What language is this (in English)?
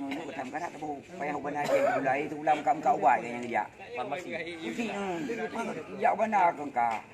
Achinese